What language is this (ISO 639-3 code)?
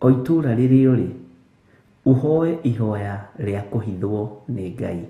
kik